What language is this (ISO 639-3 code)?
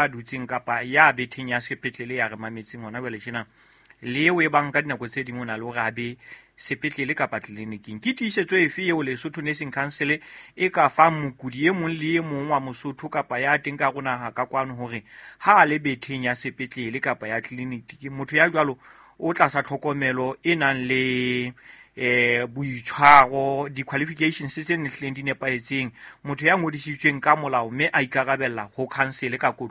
sot